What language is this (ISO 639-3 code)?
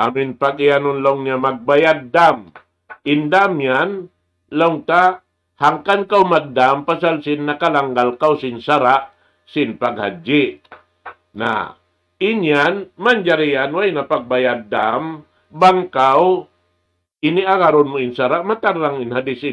tsg